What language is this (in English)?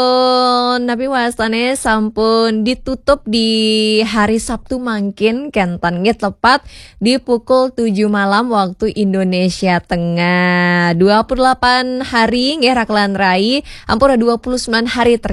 Balinese